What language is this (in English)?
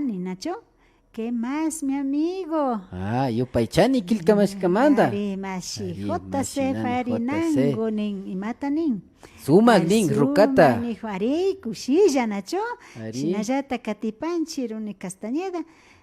Imbabura Highland Quichua